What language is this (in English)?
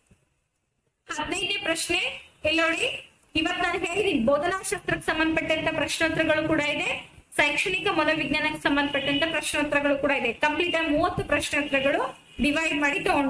Kannada